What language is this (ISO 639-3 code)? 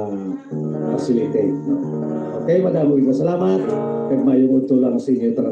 hil